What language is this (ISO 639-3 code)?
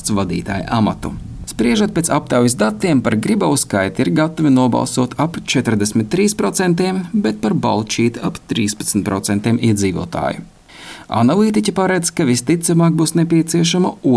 lav